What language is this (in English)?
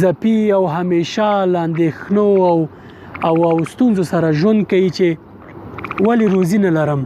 Pashto